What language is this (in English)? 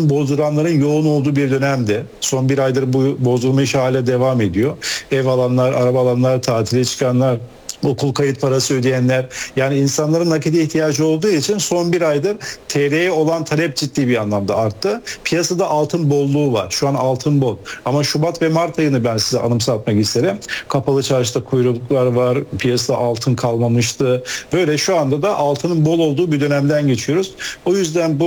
Turkish